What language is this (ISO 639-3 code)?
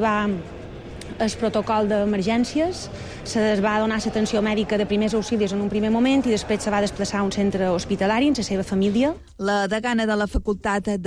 cat